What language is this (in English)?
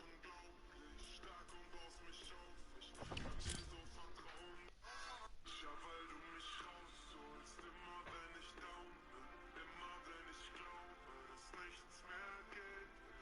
Bavarian